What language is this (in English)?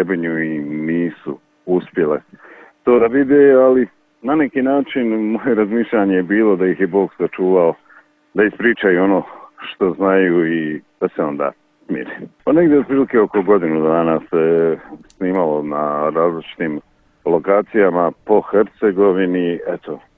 Serbian